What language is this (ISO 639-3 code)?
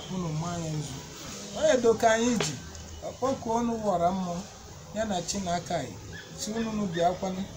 ibo